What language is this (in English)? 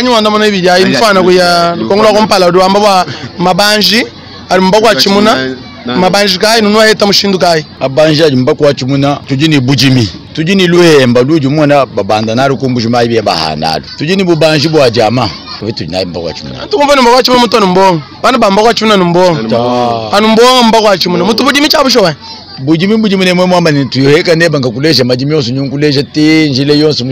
Luba-Lulua